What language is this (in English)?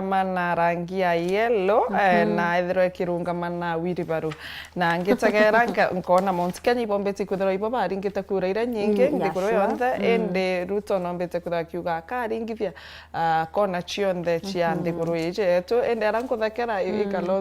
Meru